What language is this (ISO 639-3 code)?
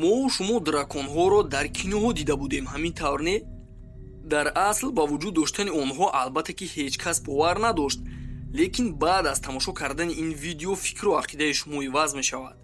tgk